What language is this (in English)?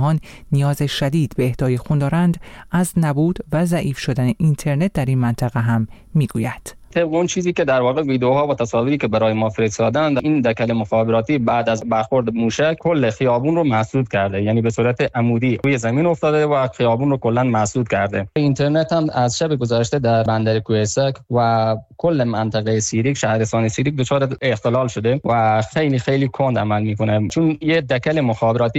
Persian